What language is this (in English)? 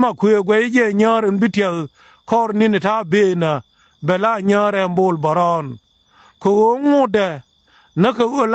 Nuer